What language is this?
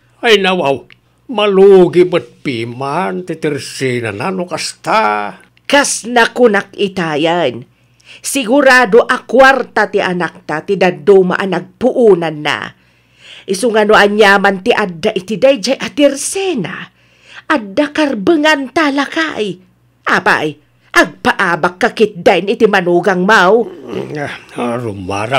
Iloko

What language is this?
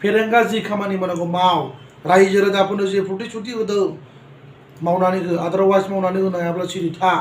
Bodo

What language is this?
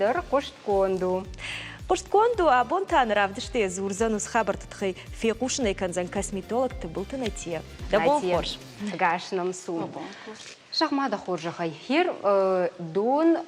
Ossetic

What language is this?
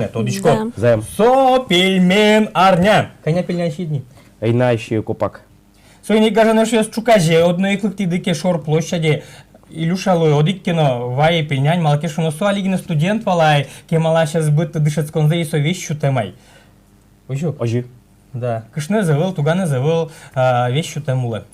Udmurt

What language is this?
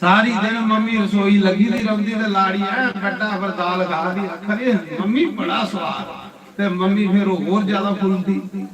Dogri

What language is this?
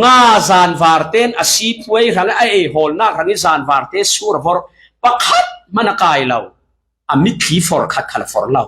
Falam Chin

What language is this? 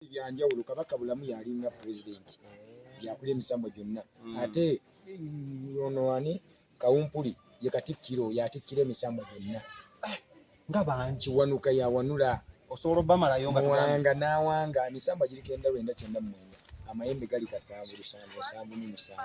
Ganda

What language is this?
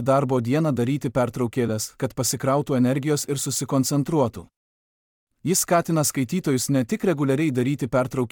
Lithuanian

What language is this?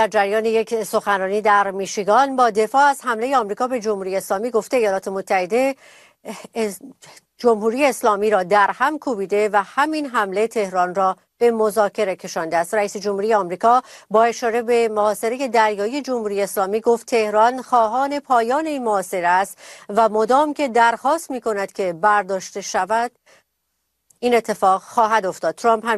Persian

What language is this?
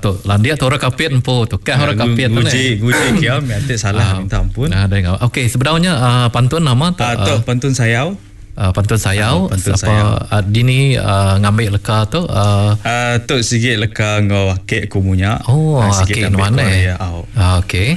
Iban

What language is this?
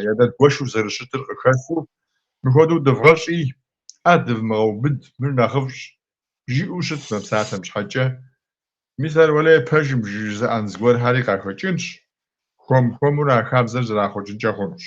Kabardian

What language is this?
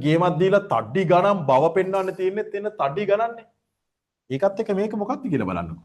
Sinhala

